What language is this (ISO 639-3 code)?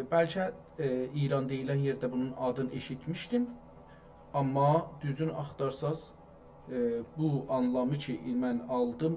azb